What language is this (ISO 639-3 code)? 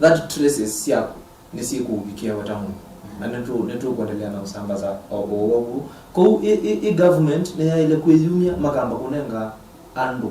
kam